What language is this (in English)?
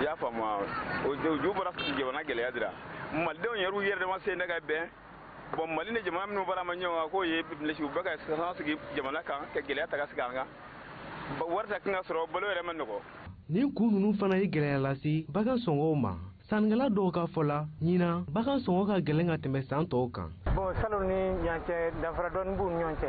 Bambara